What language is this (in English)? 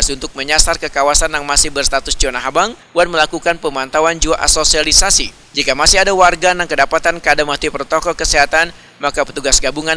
Banjar